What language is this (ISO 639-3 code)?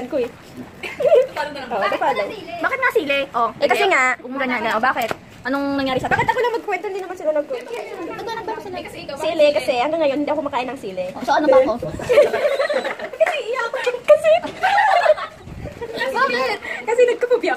fil